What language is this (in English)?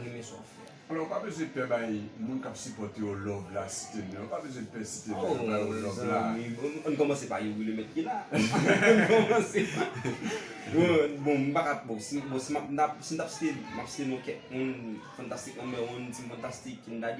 Haitian Creole